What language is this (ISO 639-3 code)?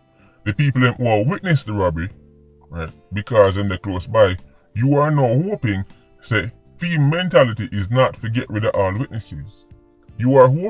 jam